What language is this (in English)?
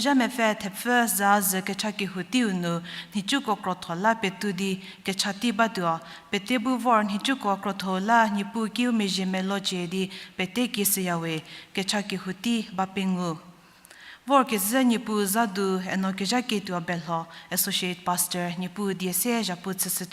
Angami Naga